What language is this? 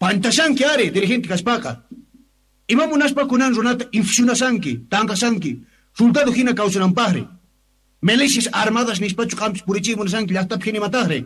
Quechua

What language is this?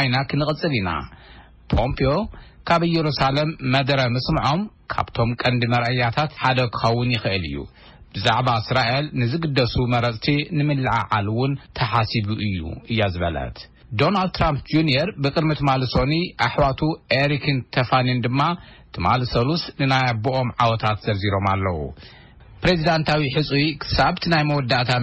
Tigrinya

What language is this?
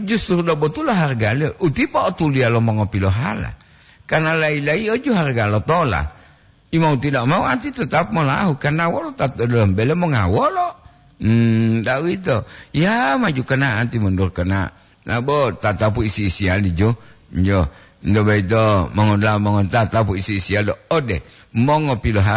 Gorontalo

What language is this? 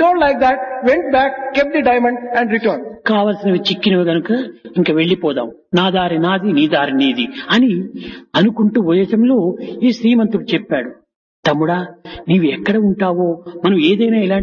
Telugu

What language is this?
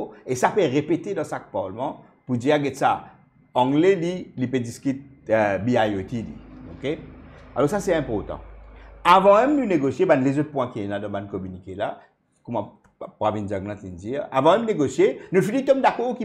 Morisyen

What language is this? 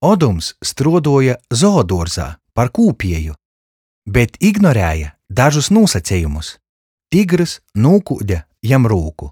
Latgalian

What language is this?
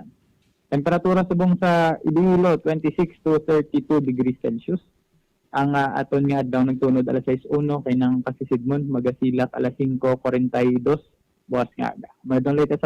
Hiligaynon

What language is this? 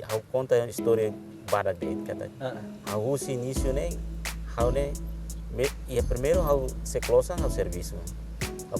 Tetum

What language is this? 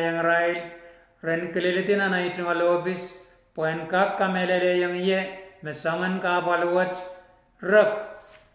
Pohnpeian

